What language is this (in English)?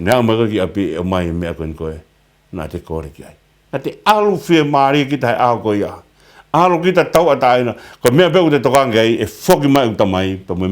Tongan